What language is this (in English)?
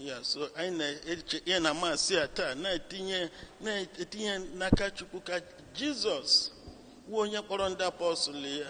Igbo